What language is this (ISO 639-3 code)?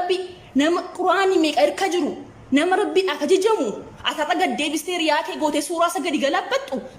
orm